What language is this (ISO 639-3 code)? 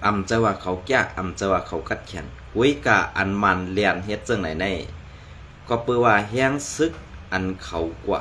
shn